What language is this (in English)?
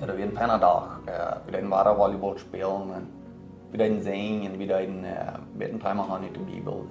Plautdietsch